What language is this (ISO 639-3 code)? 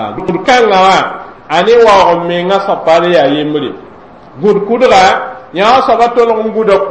mos